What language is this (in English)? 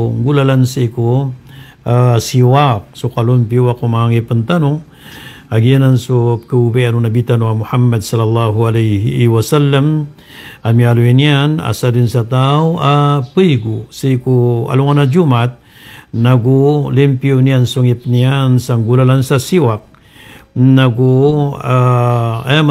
Maranao